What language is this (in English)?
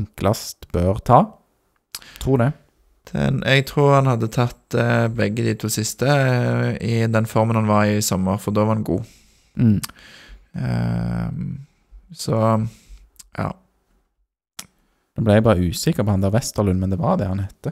Norwegian